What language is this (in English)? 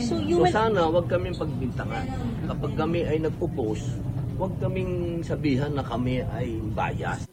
Bikol